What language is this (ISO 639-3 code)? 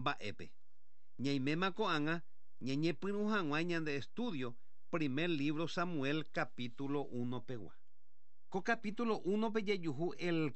grn